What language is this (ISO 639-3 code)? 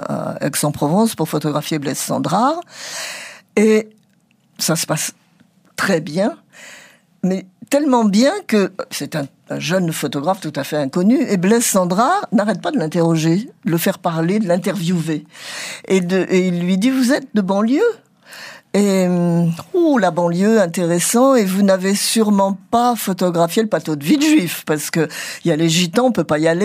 fra